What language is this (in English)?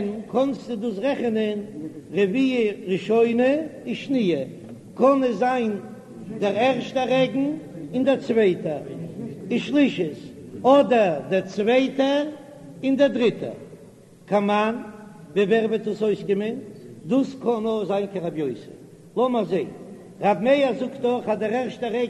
Yiddish